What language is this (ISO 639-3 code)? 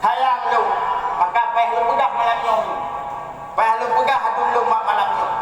ace